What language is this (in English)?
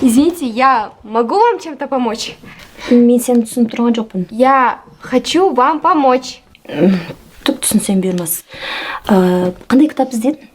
Kazakh